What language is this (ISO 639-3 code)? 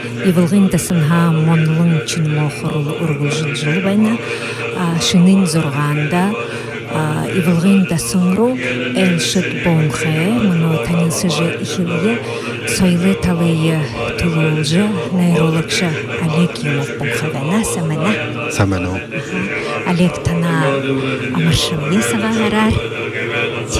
bua